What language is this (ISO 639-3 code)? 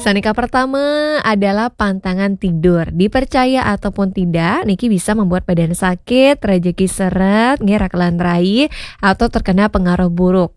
ban